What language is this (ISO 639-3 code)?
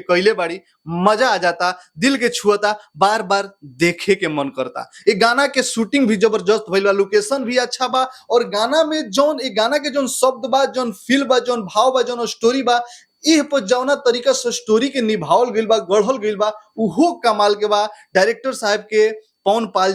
bho